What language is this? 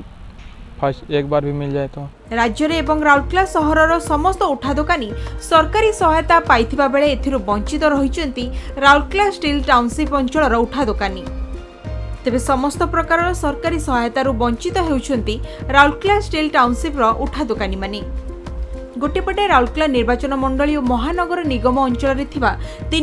Odia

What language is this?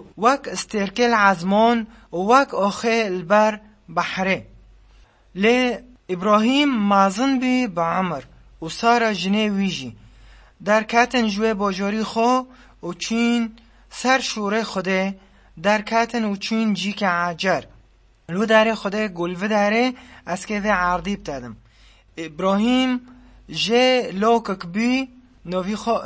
Kurdish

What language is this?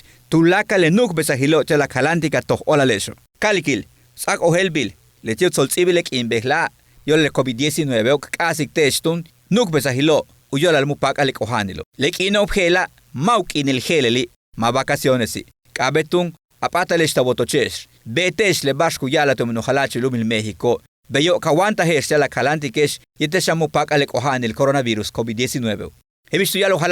Yucateco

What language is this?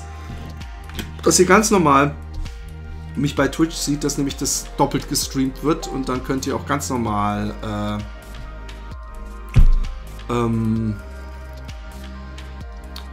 German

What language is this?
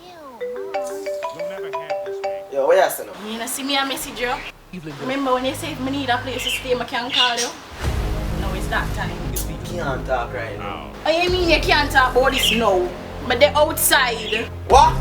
Jamaican Creole English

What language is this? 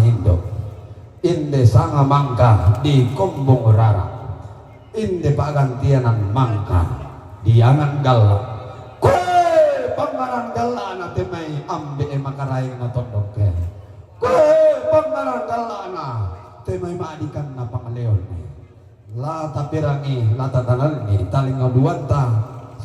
Toraja-Sa'dan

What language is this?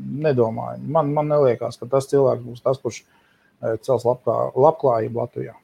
Latvian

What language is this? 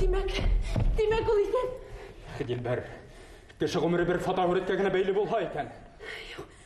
Bashkir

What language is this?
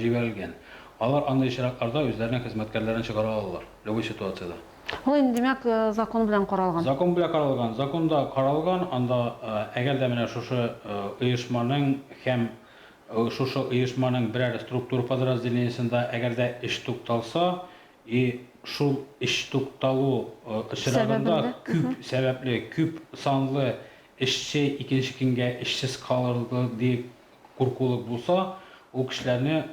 Tatar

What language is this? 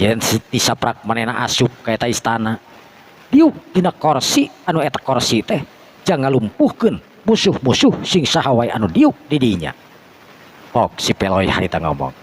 Sundanese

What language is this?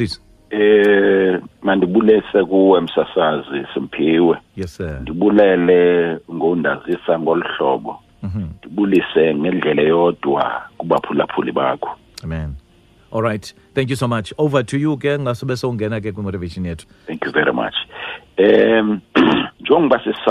Xhosa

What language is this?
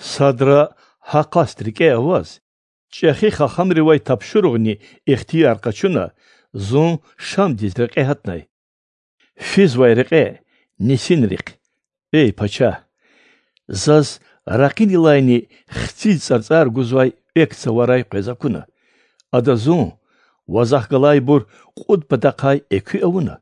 Lezghian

